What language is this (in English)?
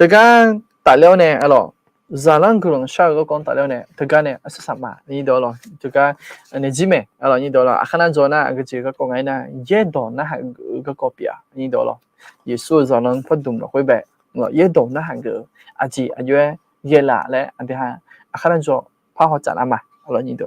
Akha